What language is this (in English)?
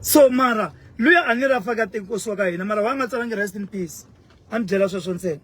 Tsonga